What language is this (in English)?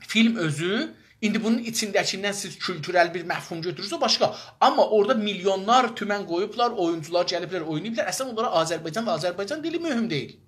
South Azerbaijani